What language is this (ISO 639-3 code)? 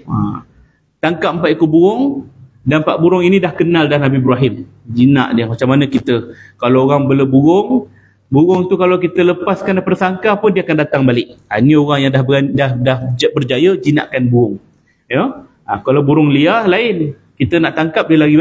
msa